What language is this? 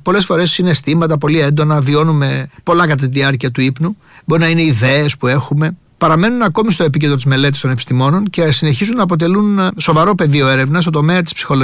Greek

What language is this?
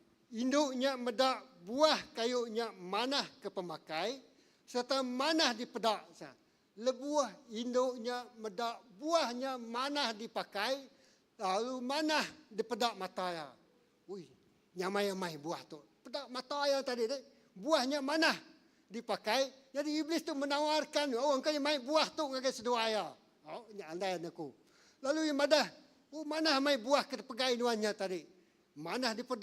Iban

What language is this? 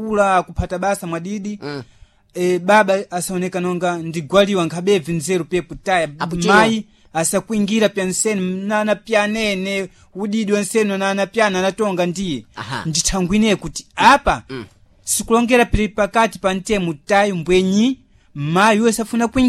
Sena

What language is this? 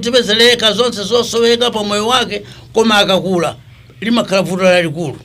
Nyanja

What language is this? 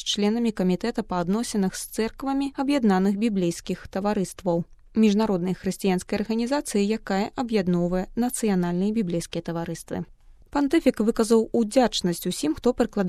Belarusian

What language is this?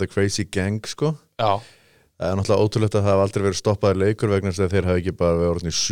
Icelandic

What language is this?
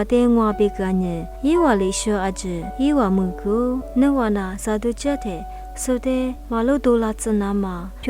Lisu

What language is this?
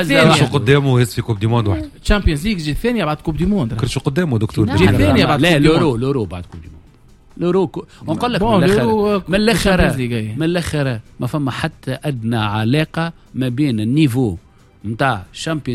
Tunisian Arabic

